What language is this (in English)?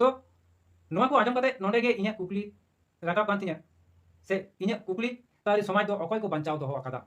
Santali